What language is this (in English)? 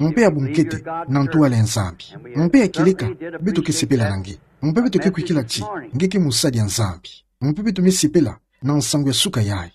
Kituba (Democratic Republic of Congo)